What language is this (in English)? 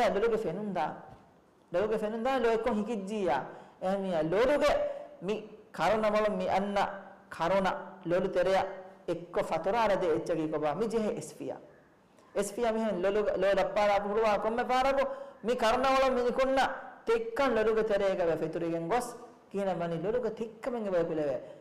Divehi